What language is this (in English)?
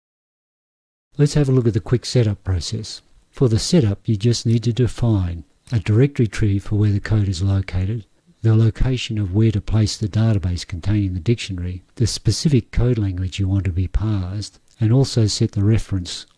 English